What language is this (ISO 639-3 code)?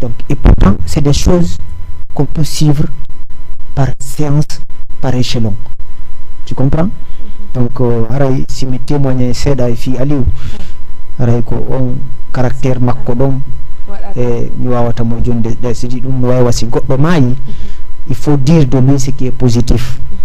ful